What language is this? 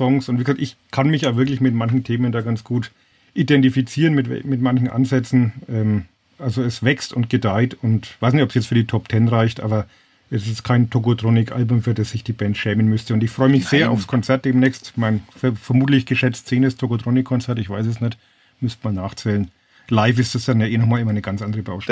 German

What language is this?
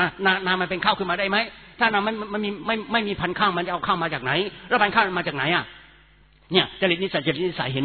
Thai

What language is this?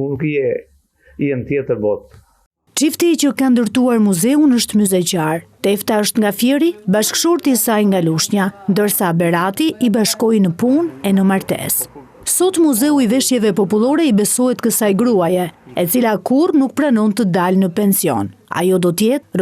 Albanian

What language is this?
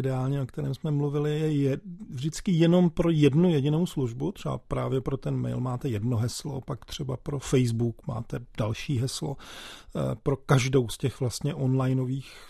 Czech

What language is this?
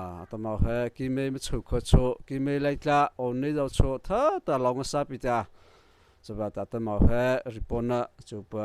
Mara Chin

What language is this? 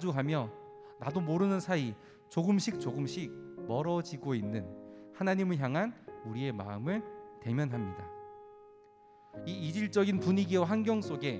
Korean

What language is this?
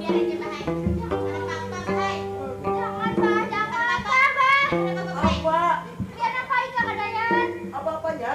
Banjar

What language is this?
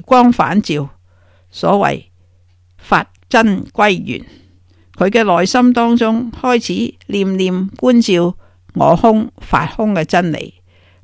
Cantonese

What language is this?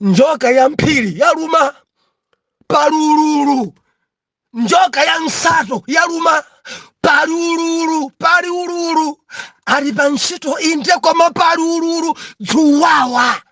Nyanja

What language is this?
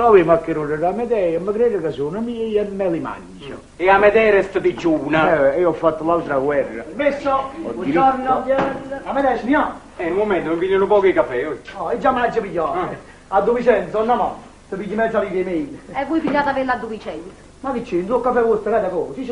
Neapolitan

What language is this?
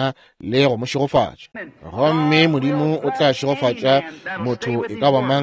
Northern Sotho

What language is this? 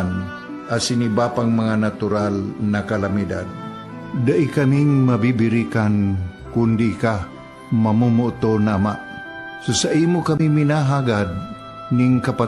Bikol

